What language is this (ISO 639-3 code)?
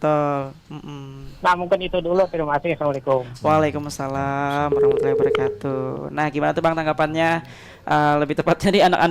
bjn